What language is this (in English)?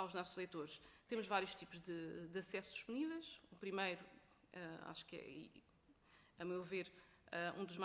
Portuguese